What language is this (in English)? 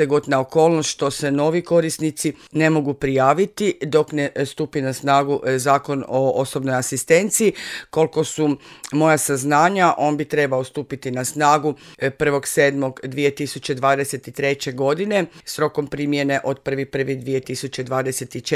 Croatian